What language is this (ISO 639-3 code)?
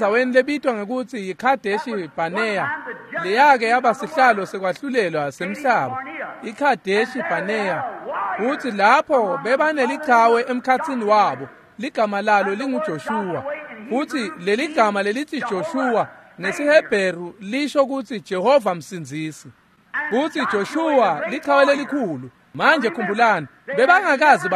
ssw